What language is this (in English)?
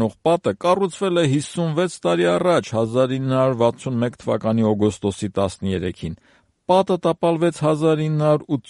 Armenian